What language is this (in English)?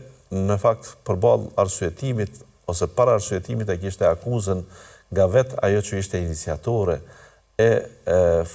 Albanian